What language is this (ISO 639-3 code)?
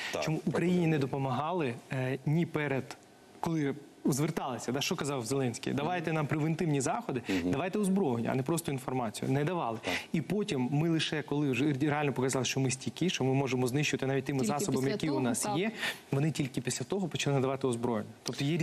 ukr